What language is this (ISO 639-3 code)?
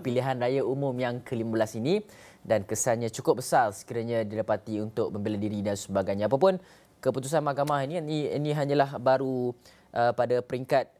msa